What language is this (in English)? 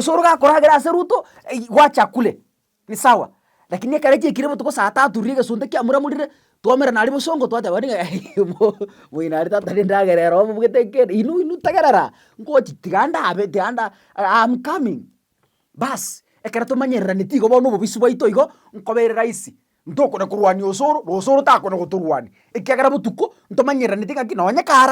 Gusii